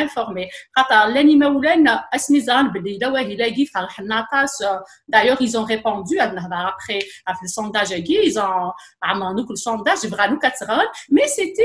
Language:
Kabyle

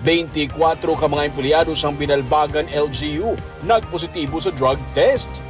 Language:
Hiligaynon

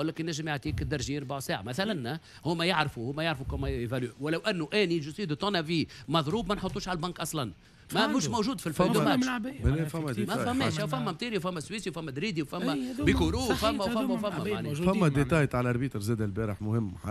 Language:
Tunisian Arabic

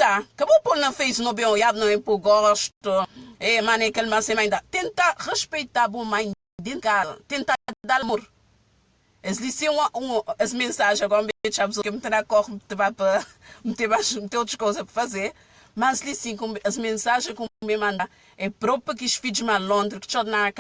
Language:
Kabuverdianu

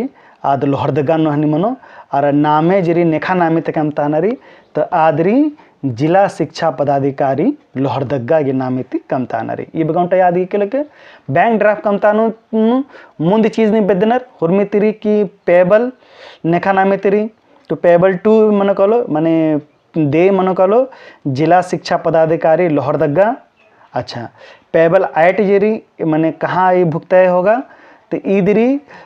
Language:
Kurukh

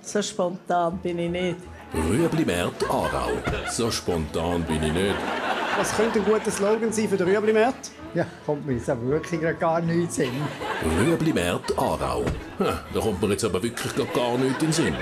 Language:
Swiss German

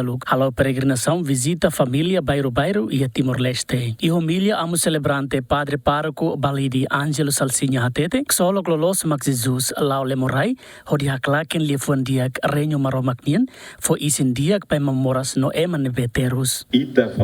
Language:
Tetum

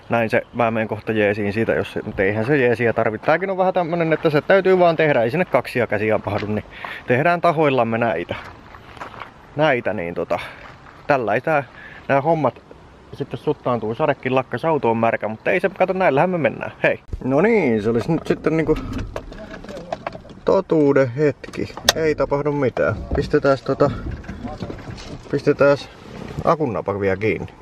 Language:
Finnish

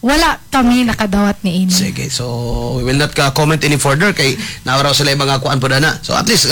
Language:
Cebuano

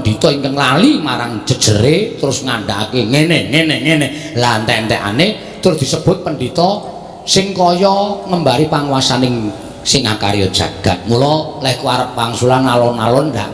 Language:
Javanese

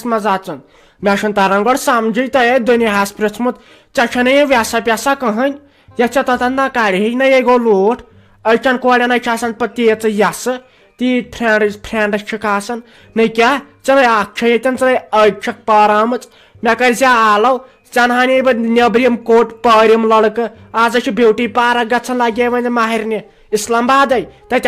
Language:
Kashmiri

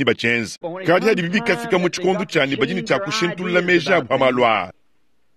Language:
Luba-Lulua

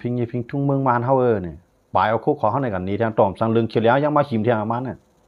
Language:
Shan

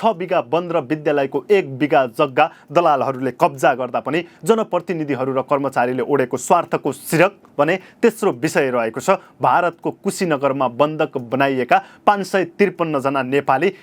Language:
Nepali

